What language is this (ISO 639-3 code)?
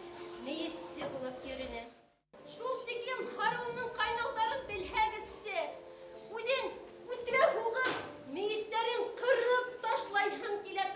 bak